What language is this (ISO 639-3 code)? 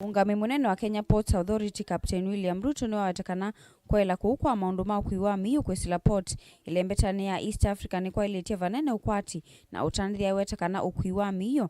kam